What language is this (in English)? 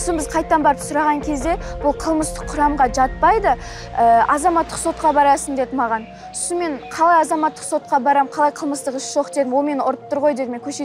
Kazakh